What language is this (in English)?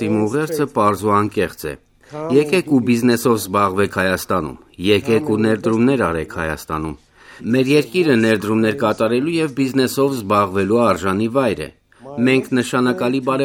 Armenian